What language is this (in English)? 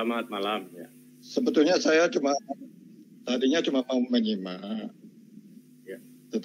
Indonesian